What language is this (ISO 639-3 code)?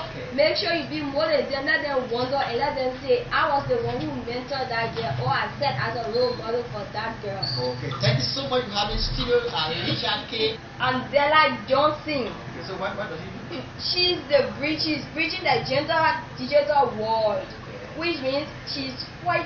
eng